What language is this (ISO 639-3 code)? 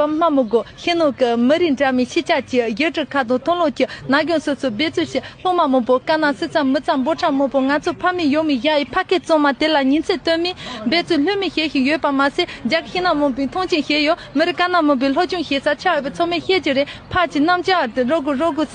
bod